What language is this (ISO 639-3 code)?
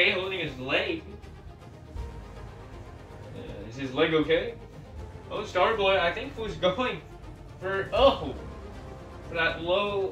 eng